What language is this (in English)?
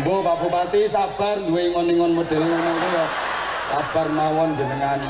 Javanese